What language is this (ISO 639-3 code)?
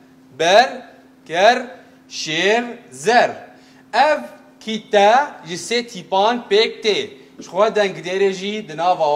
kur